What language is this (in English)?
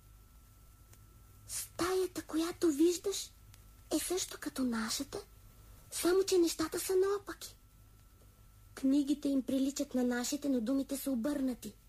Bulgarian